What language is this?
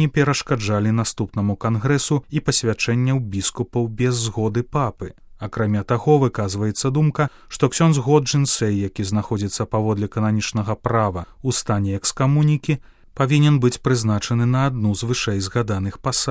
Belarusian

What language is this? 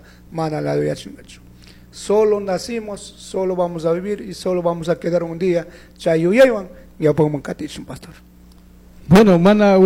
Chimborazo Highland Quichua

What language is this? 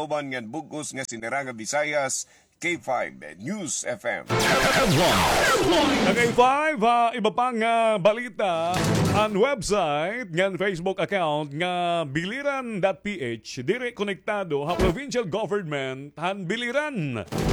Waray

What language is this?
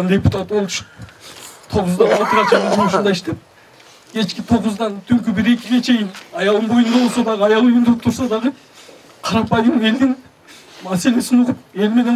Kyrgyz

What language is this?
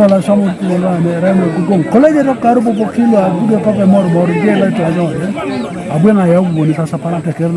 Teso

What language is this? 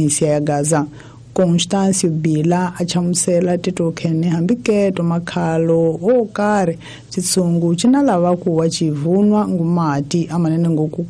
Tsonga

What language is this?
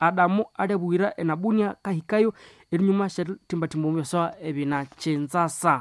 Nande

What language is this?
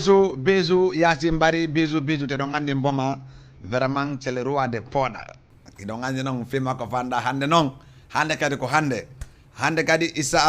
Fula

